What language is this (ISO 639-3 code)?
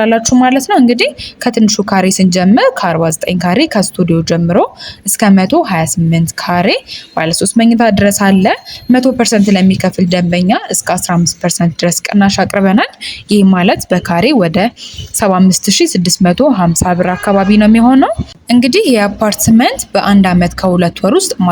amh